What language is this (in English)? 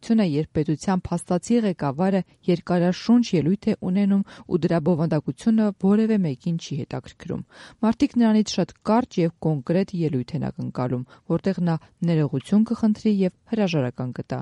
Armenian